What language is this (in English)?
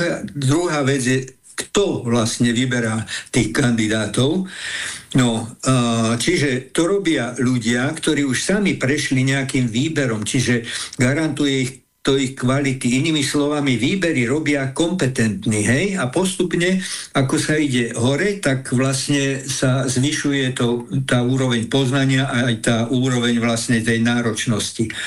Slovak